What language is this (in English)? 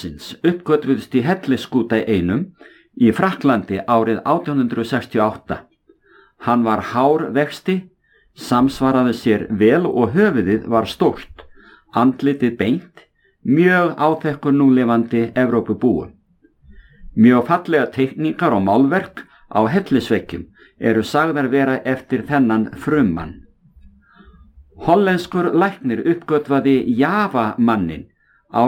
Icelandic